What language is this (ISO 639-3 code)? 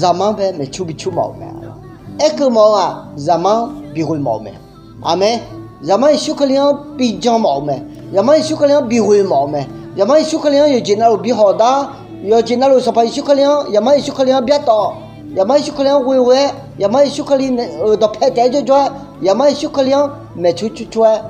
ahk